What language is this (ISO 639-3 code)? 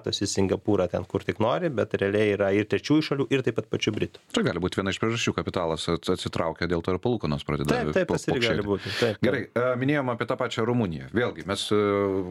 lit